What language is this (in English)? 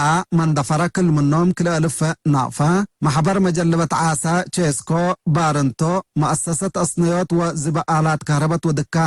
Tigre